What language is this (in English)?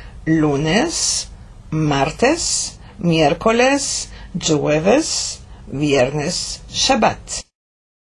Ladino